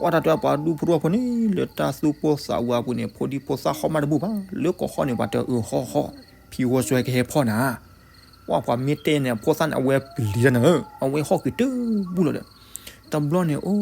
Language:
S'gaw Karen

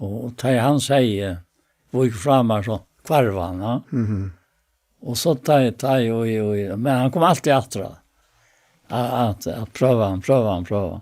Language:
Faroese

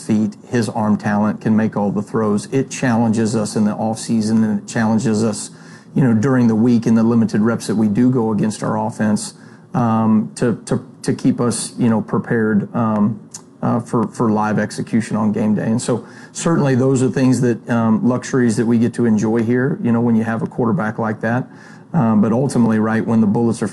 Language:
English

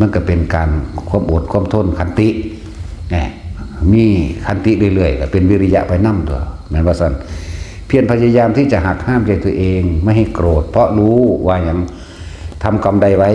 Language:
Northeastern Thai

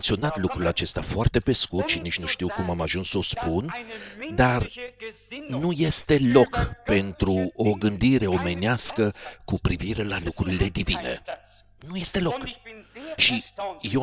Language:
Romanian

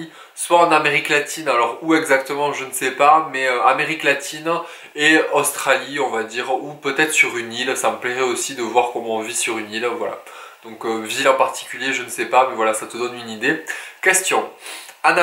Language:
French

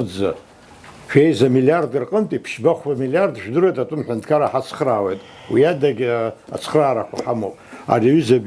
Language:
Abkhazian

